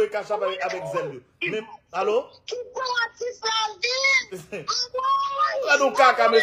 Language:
Haitian Creole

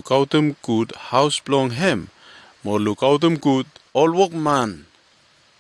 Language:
Bislama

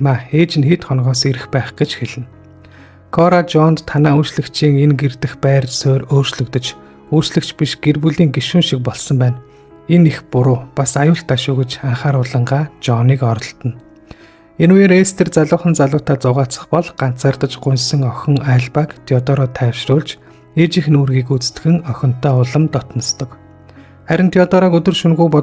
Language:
Mongolian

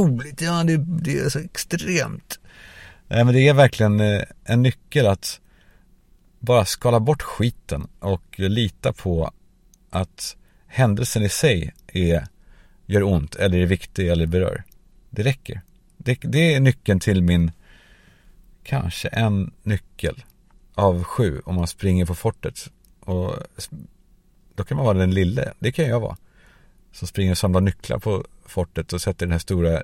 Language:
Swedish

